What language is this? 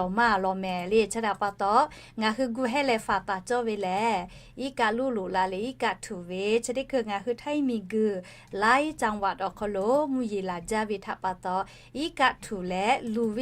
Lahu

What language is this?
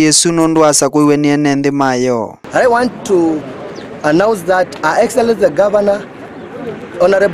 Kamba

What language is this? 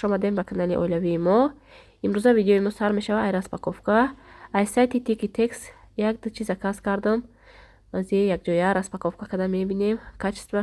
Tajik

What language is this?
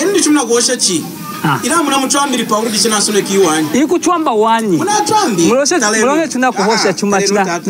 Lunda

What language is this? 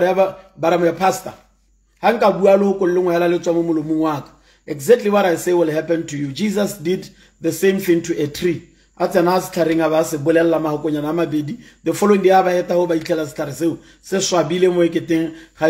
Tswana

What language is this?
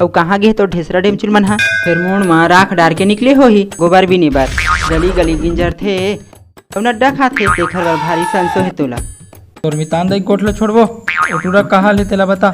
Chhattisgarhi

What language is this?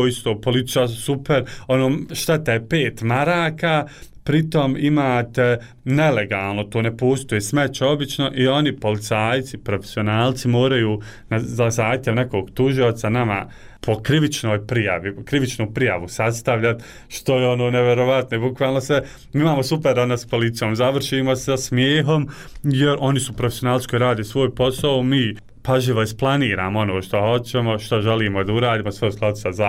Bosnian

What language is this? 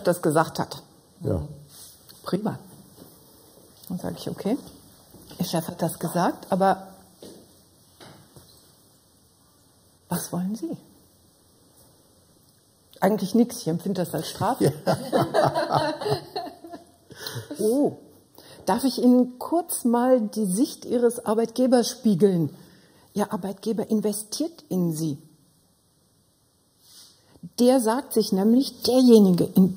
German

